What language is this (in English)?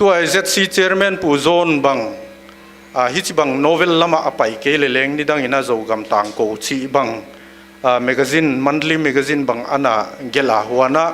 Paite Chin